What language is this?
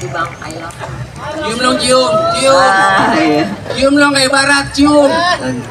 Betawi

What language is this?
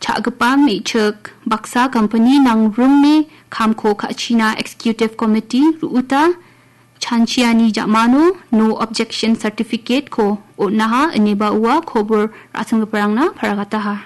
Garo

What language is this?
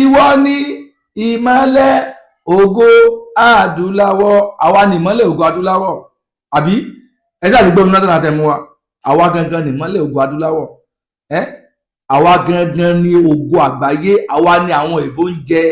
Yoruba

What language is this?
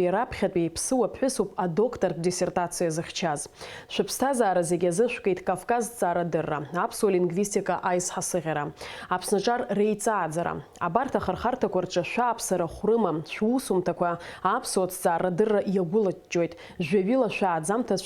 Abkhazian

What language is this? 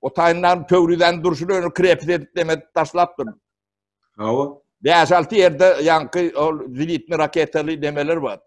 Turkmen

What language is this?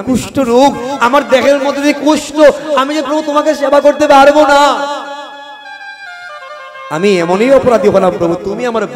Bangla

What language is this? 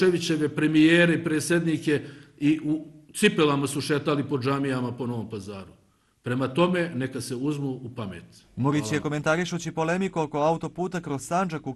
Bosnian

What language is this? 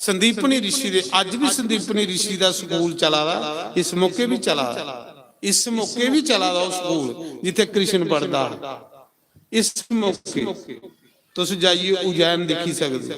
Dogri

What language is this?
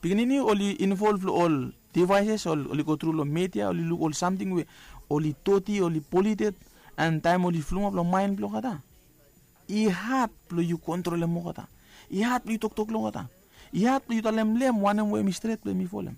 Bislama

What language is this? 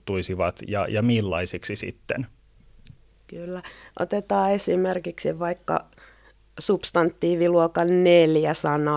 Finnish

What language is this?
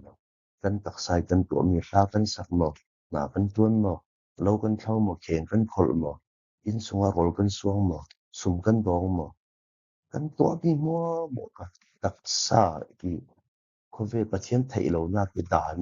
Falam Chin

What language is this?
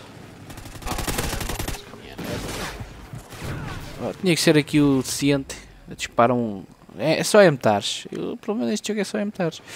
Portuguese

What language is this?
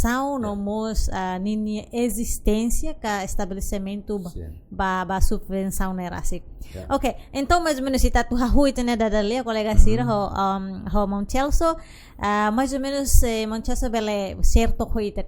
Tetum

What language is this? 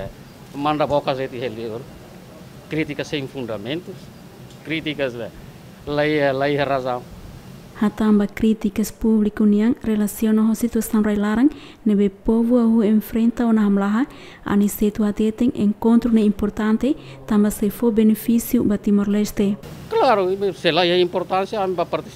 Tetum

